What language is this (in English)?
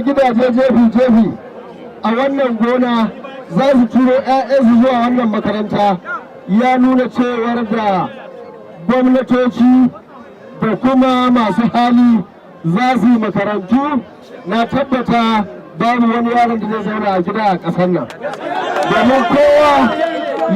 Hausa